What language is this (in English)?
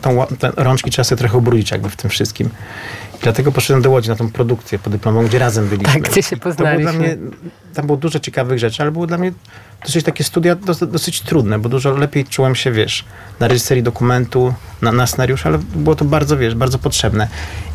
Polish